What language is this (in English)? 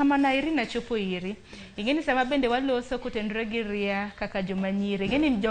Luo (Kenya and Tanzania)